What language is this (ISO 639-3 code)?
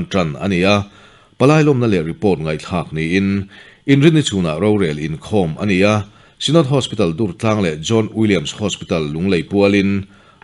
lus